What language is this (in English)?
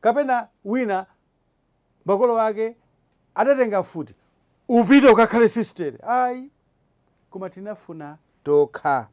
Nyanja